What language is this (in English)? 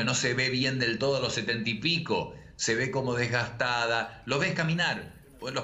Spanish